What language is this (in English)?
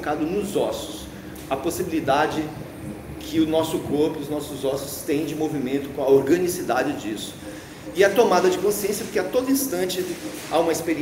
Portuguese